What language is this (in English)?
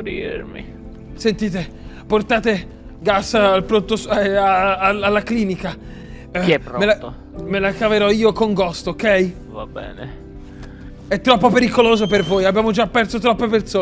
Italian